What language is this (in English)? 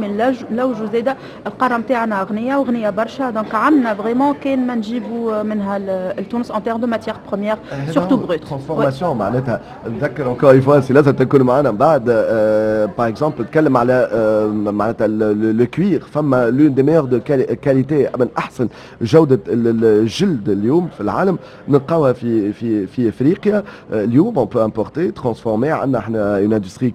Tunisian Arabic